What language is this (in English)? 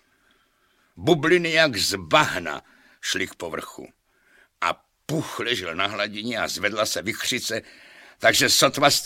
Czech